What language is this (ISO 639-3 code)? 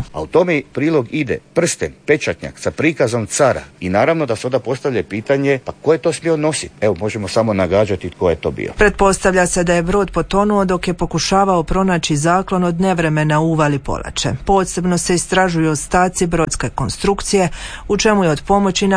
hrv